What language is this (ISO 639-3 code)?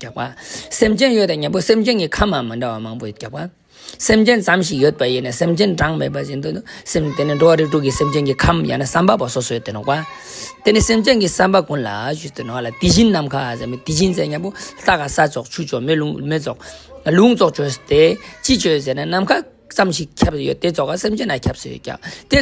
bod